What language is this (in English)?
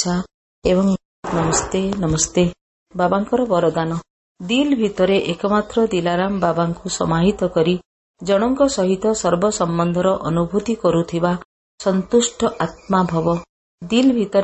Odia